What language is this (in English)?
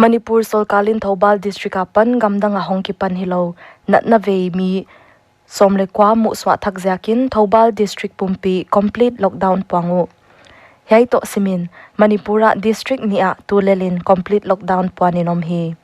Paite Chin